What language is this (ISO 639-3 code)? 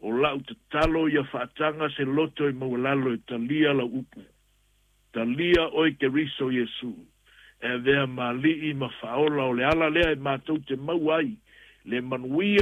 smo